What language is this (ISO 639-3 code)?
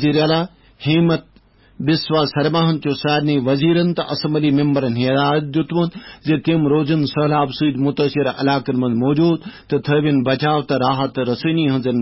kas